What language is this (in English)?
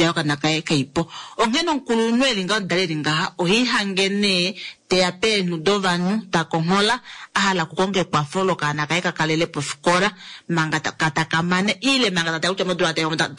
Kuanyama